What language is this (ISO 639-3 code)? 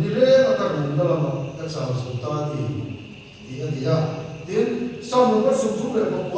lus